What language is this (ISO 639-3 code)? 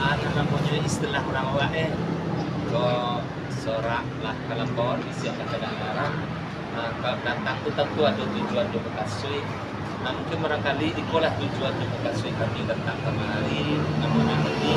min